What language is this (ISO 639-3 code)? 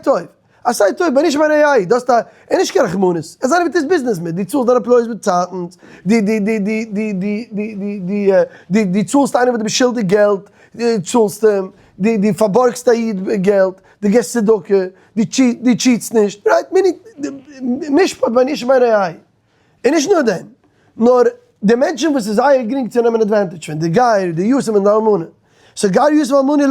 yid